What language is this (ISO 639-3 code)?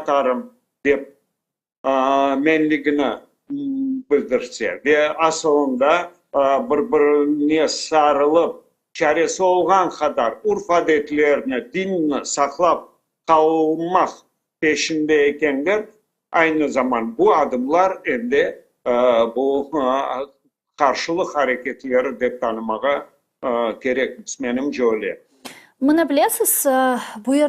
crh